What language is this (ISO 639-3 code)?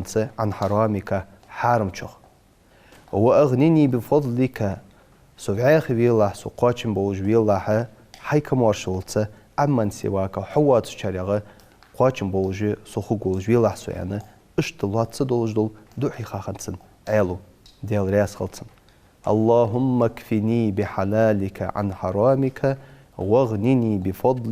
inh